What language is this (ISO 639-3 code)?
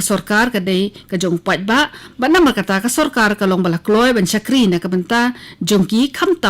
kha